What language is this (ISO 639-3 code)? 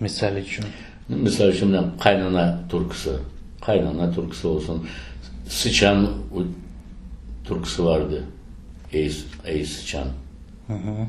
crh